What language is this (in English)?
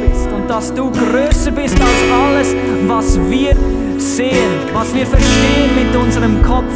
Swiss German